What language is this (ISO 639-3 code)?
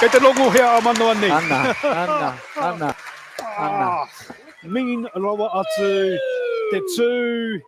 mri